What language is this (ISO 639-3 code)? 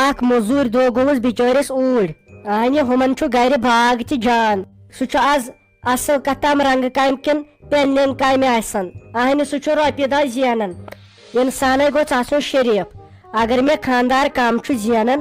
kas